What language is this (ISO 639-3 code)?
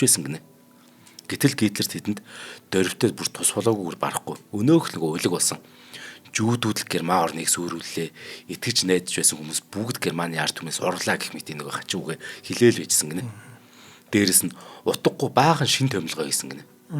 mon